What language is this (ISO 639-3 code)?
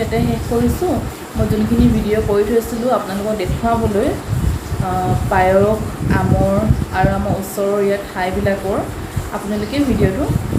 asm